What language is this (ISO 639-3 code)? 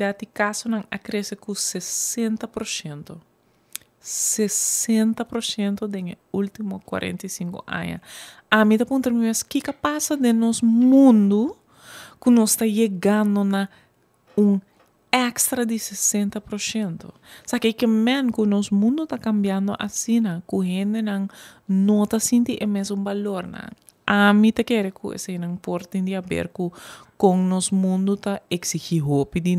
pap